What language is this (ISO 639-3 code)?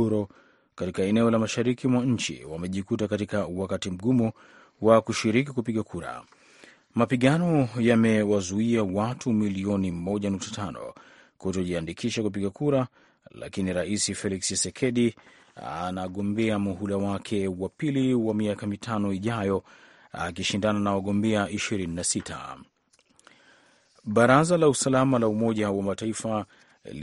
swa